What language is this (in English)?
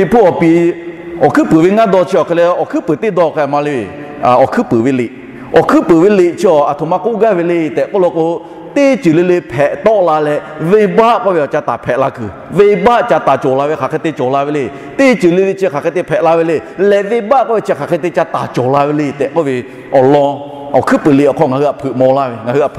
Lahu